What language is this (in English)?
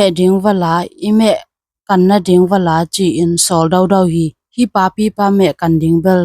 Tedim Chin